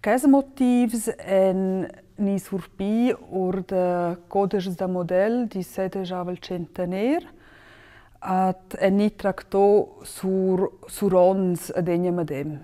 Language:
Romansh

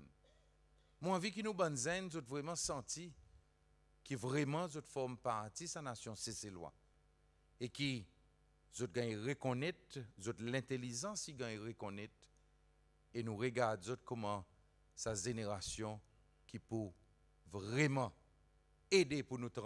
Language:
Seselwa Creole French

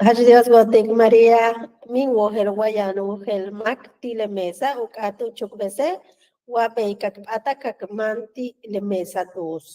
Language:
Yucateco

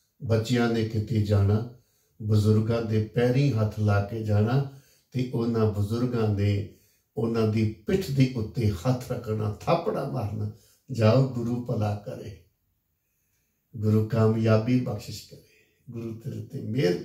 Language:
Punjabi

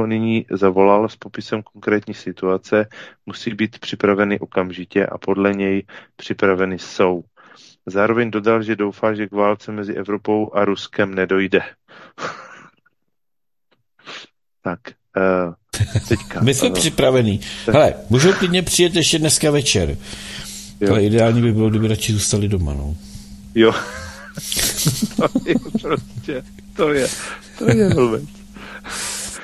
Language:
Czech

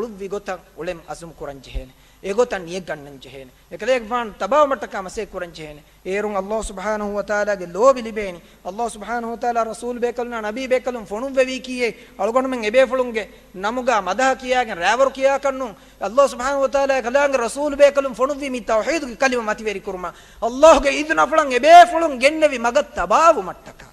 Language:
Divehi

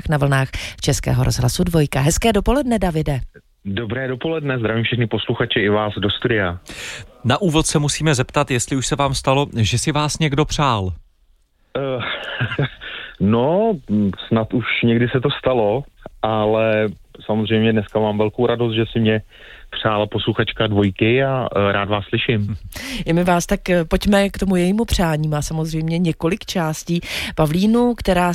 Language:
Czech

